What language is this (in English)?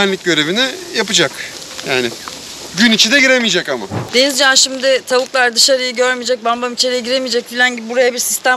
Turkish